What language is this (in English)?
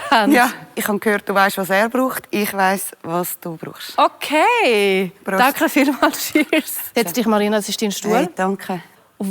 Swiss German